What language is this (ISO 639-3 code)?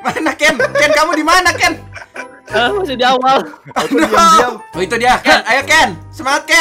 ind